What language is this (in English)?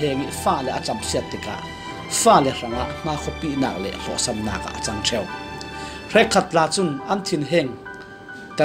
Falam Chin